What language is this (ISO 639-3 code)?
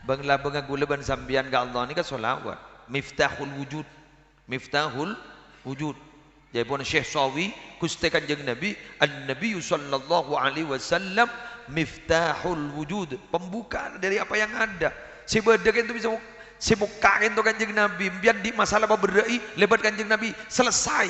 mad